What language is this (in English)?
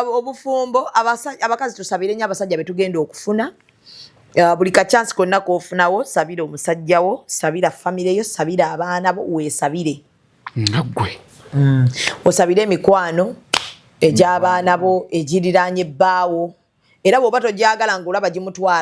Ganda